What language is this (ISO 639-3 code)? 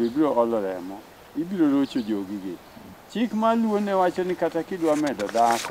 luo